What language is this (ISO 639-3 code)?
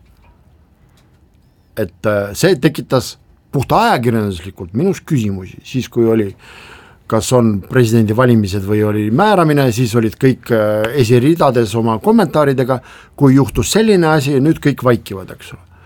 est